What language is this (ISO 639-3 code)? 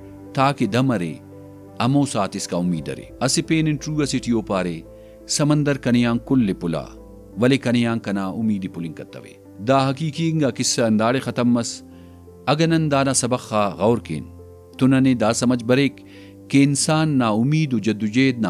brh